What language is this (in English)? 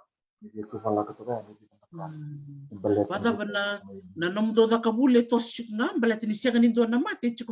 Fijian